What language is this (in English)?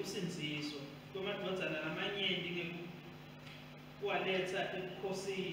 Swati